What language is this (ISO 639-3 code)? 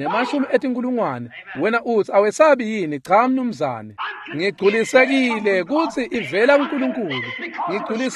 ssw